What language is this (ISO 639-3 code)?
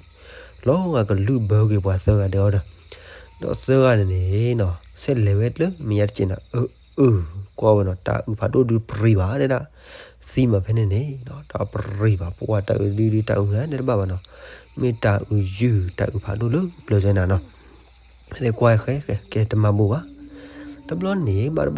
ksw